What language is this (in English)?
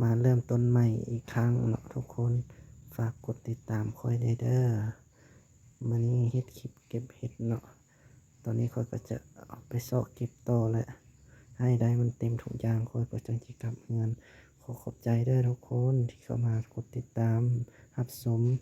Lao